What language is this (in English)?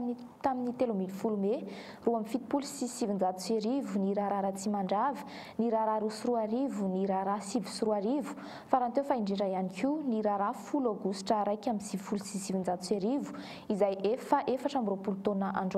Malagasy